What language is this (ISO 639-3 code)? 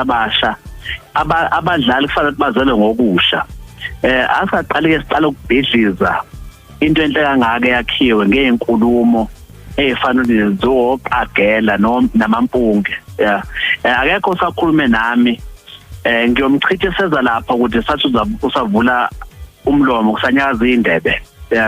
zul